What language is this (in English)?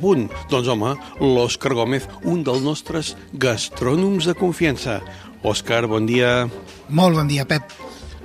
Catalan